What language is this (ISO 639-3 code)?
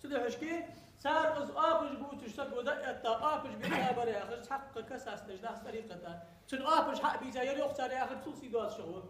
inh